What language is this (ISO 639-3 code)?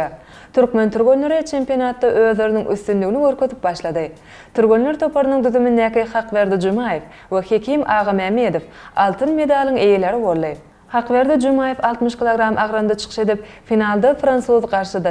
tuk